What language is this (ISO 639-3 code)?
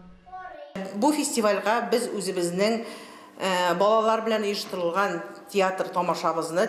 tat